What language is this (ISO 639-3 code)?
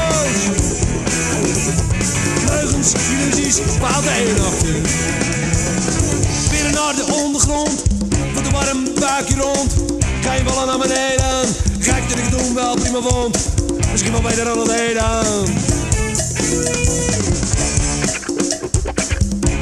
nld